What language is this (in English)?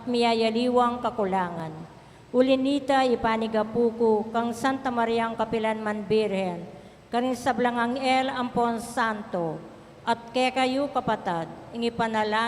Pampanga